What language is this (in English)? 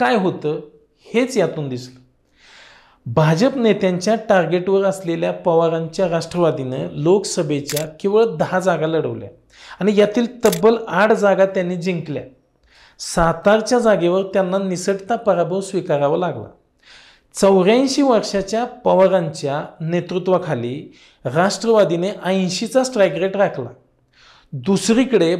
Marathi